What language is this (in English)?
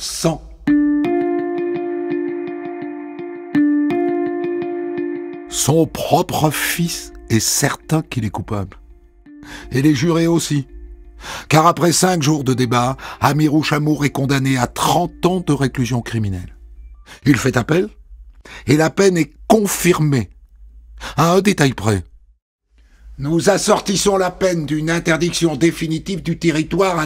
French